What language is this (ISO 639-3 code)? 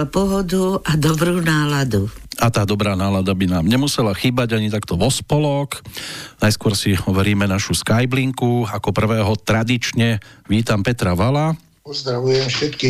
slk